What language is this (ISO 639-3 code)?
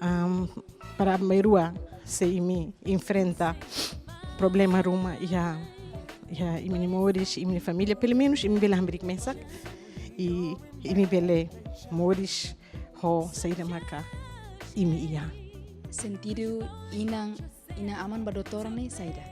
tet